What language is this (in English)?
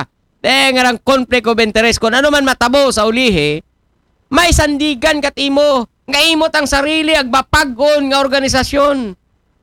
Aklanon